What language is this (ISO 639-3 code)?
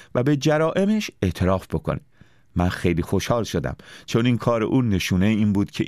fas